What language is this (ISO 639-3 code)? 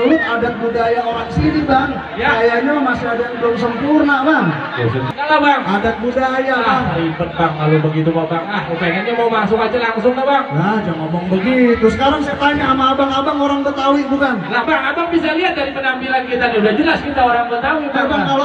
bew